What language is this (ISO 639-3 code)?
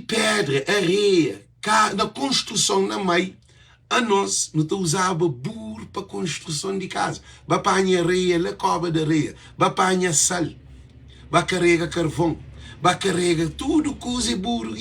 kea